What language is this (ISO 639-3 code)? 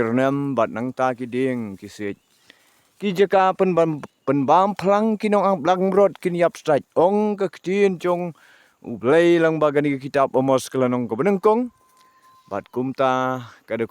kha